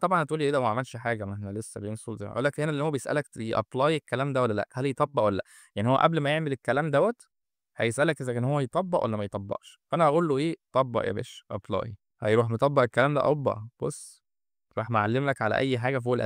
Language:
Egyptian Arabic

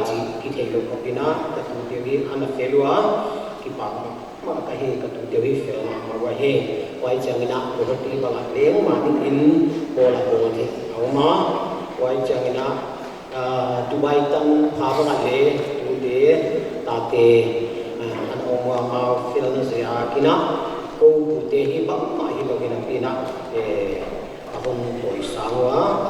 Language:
Paite Chin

